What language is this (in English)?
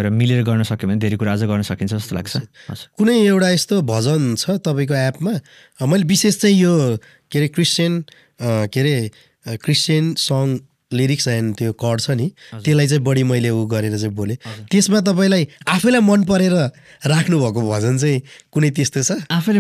Nepali